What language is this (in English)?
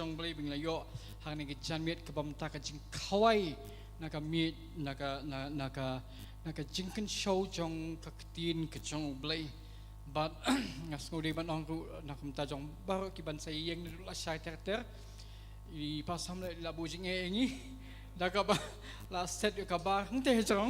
Khasi